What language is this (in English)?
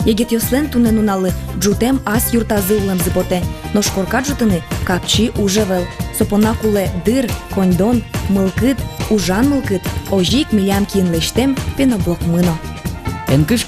Udmurt